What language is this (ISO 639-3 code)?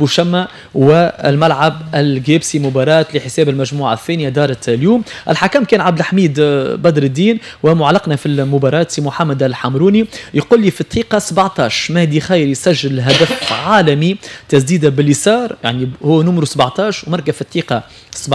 aeb